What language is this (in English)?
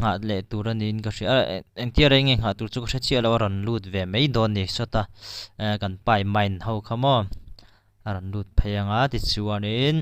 Mizo